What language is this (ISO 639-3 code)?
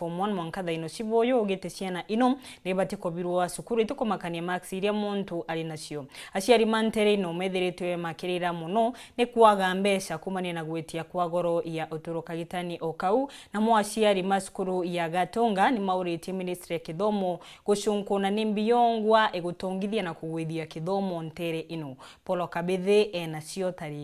mer